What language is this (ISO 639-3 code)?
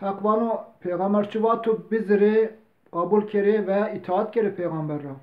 zza